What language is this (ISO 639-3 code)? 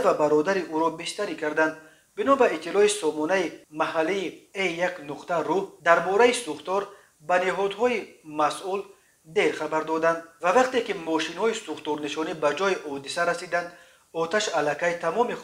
tgk